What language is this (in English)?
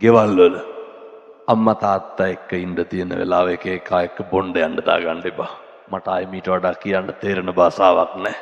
Sinhala